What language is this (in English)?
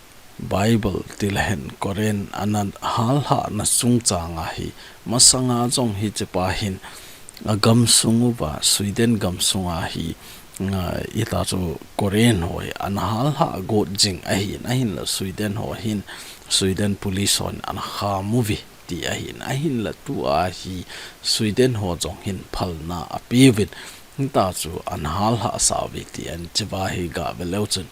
Thado Chin